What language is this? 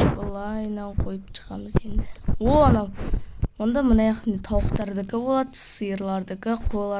Kazakh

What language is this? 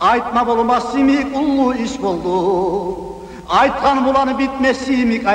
Kyrgyz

